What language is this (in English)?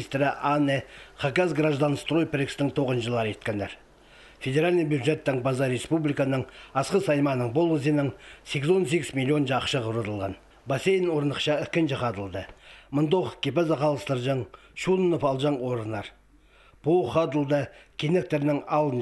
Khakas